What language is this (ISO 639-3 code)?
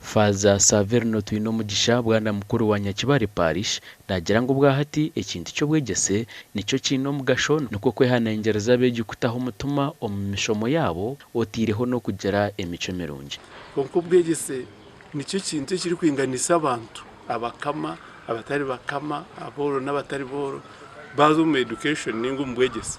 nyn